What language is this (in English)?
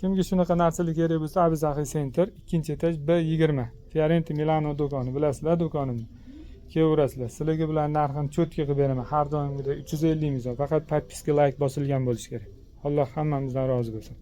Uzbek